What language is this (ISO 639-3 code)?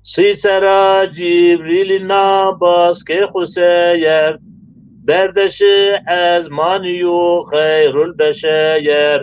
zza